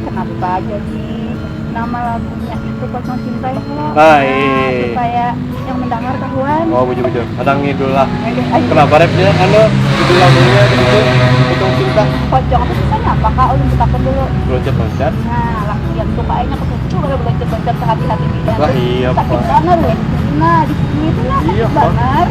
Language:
Banjar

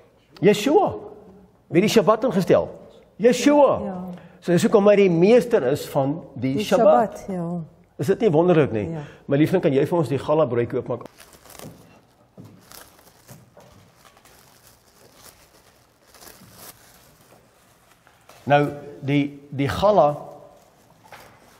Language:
Afrikaans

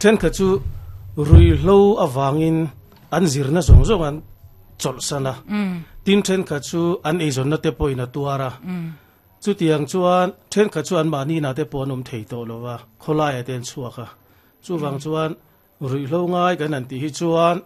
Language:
Mizo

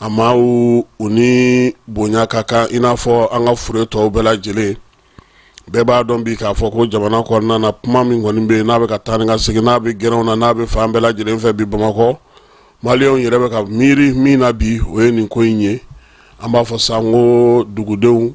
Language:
Bambara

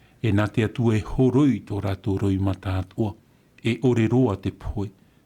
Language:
Tahitian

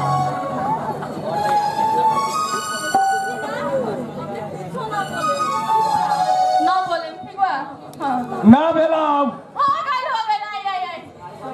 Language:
Bhojpuri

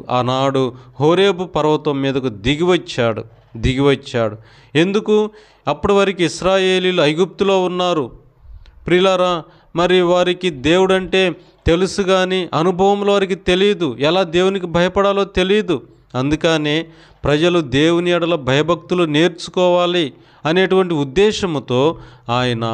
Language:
Telugu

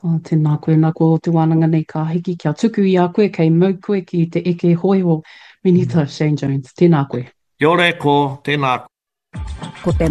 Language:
Māori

